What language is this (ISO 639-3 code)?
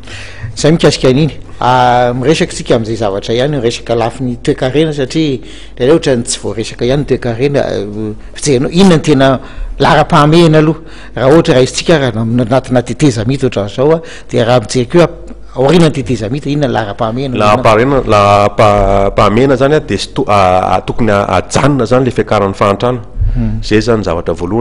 mlg